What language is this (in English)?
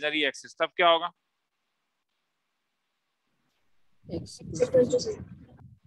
Hindi